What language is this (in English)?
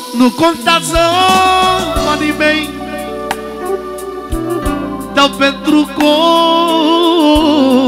Romanian